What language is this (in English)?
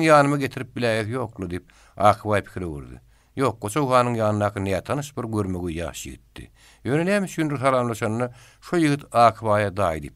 Turkmen